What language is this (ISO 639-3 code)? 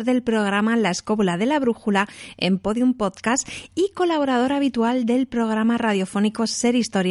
spa